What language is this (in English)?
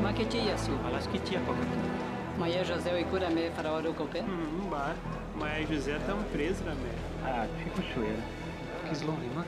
Nheengatu